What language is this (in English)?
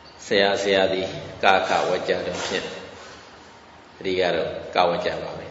Burmese